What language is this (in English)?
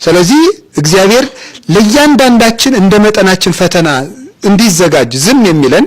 Amharic